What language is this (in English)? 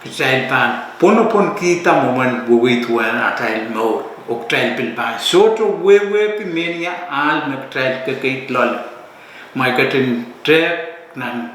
Pohnpeian